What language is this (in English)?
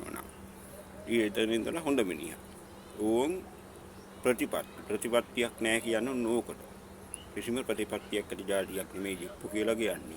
Sinhala